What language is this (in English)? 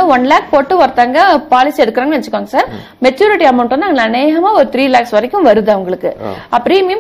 Tamil